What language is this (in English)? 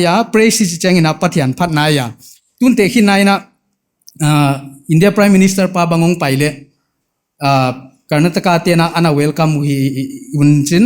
Paite Chin